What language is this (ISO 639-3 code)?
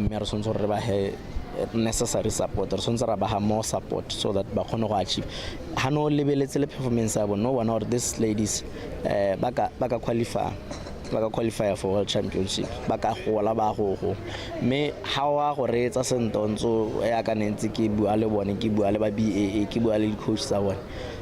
tsn